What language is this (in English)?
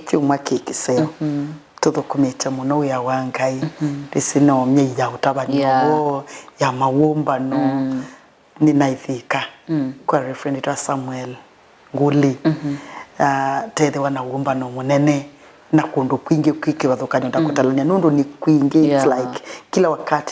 Kamba